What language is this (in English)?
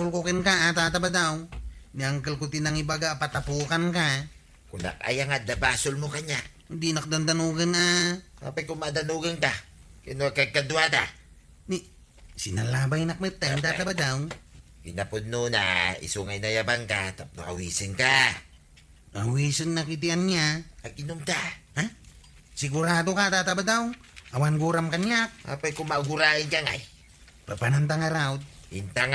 Iloko